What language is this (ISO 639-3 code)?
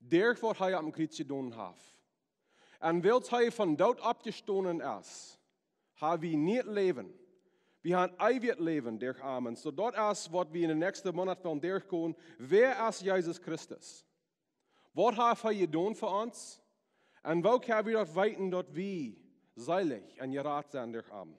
pdt